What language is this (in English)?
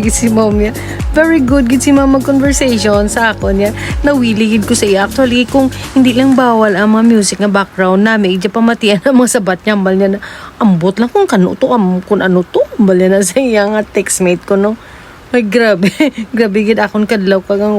Hiligaynon